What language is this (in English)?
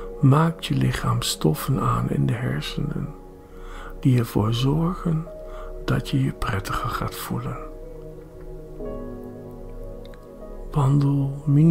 Dutch